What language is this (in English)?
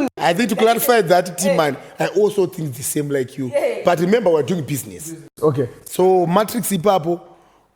Shona